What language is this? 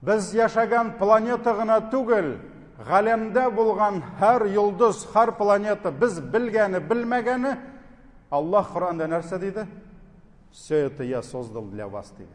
Tatar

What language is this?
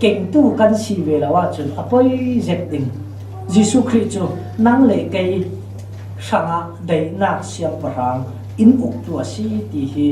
Falam Chin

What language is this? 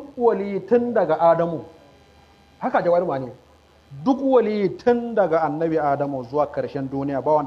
Hausa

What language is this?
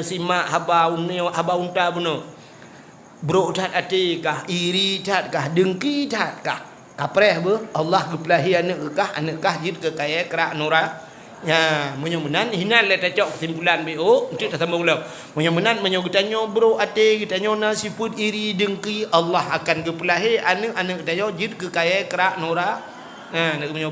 Achinese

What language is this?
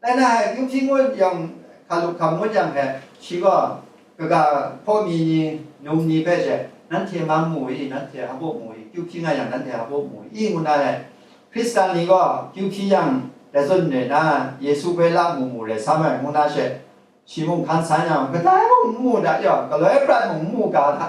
Kachin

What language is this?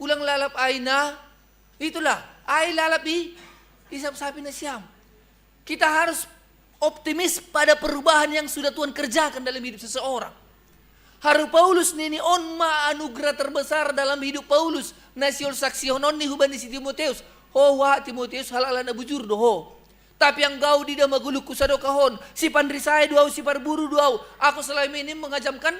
Batak Simalungun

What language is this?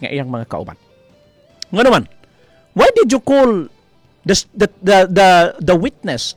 Cebuano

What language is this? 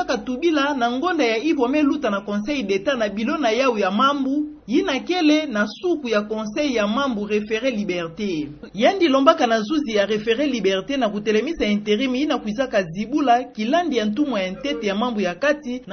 Kituba (Democratic Republic of Congo)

